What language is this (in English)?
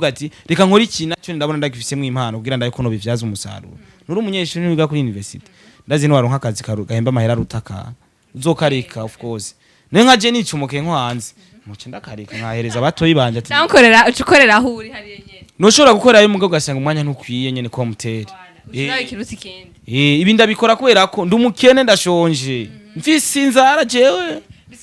Rundi